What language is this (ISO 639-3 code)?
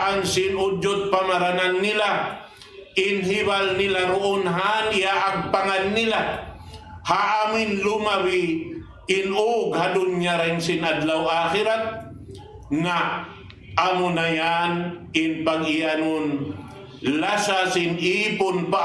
tsg